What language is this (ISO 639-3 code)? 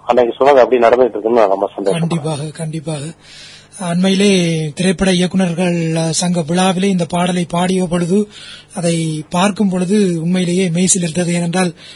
tam